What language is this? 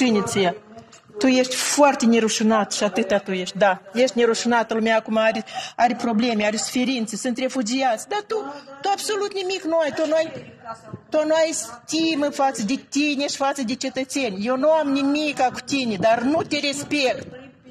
Romanian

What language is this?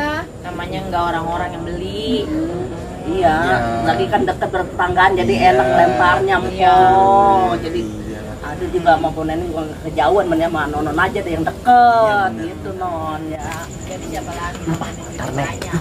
Betawi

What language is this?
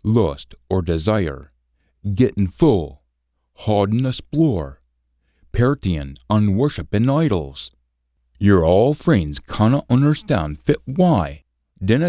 Scots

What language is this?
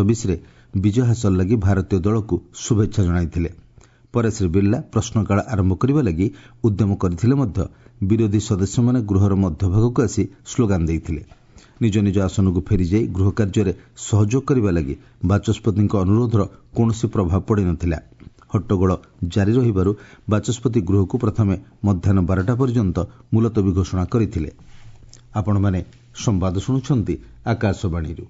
Odia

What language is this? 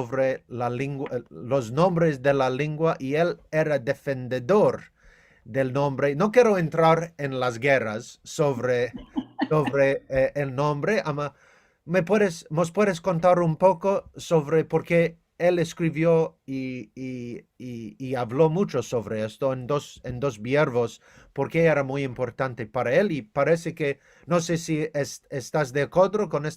Ladino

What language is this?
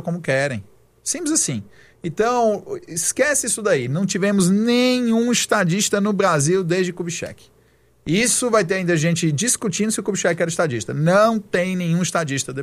Portuguese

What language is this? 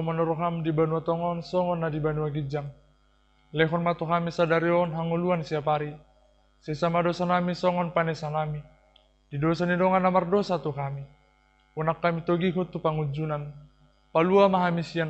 Batak Toba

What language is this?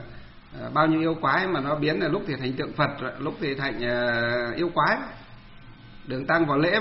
Vietnamese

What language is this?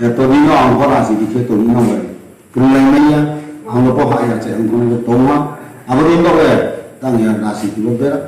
Riang (India)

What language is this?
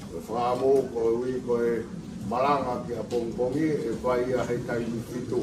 Tongan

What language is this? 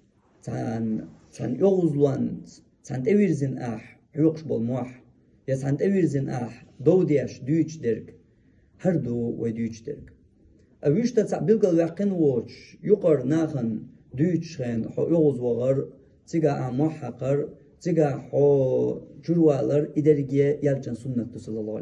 Chechen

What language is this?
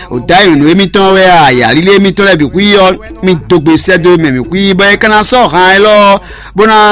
Fon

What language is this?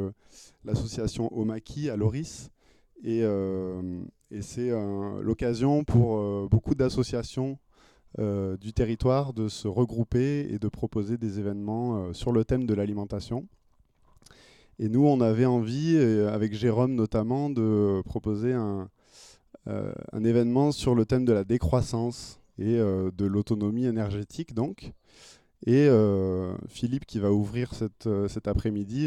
French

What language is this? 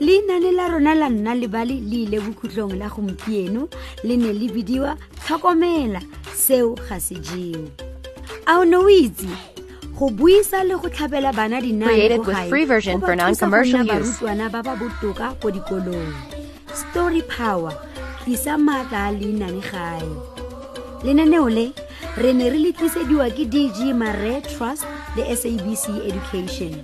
Tswana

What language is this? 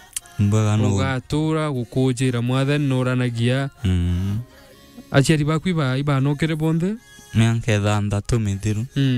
Meru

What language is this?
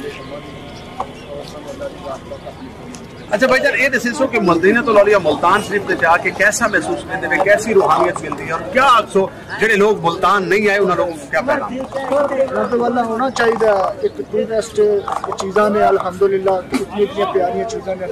Saraiki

